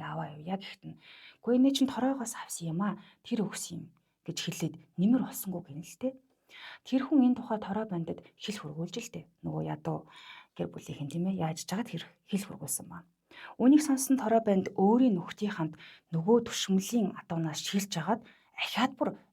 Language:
Mongolian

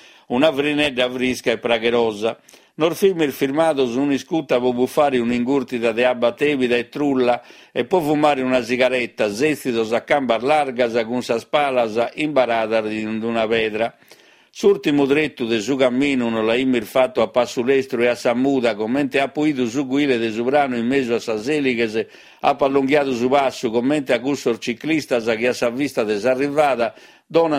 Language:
Sardinian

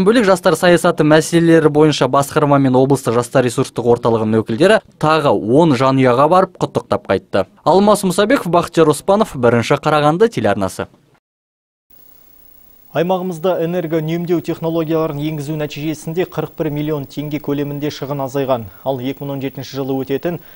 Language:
Kazakh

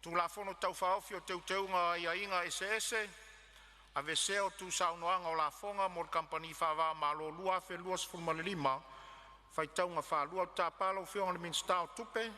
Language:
Samoan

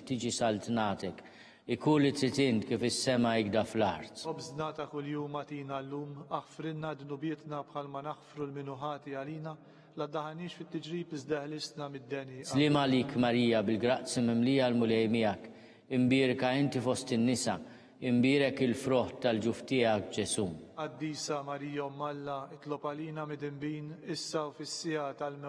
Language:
Maltese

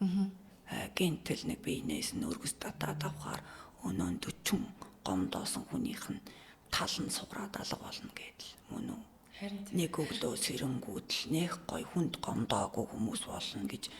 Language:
Mongolian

